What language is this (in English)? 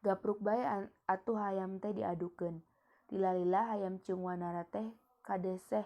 Sundanese